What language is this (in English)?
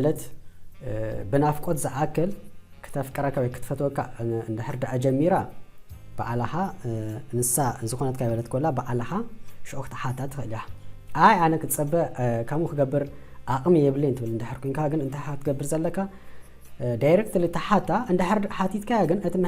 Tigrinya